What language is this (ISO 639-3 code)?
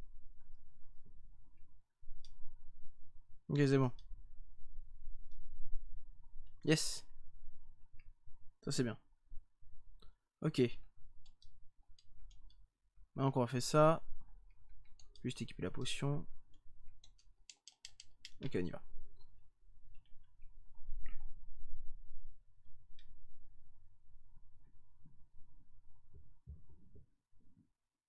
fra